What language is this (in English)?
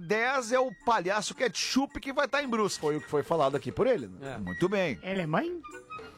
Portuguese